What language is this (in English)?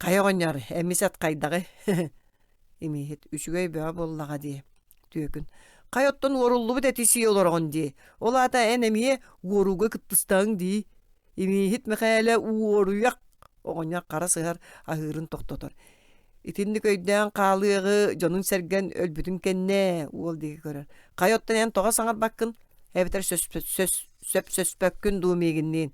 Yakut